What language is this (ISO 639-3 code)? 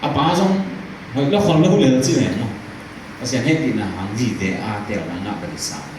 ctd